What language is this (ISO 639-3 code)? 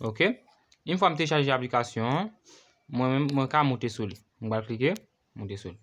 hat